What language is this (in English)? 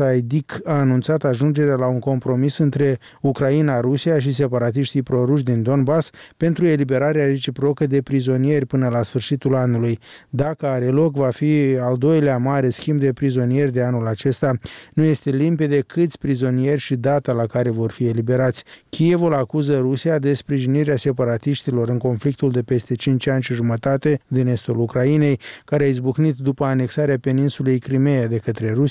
Romanian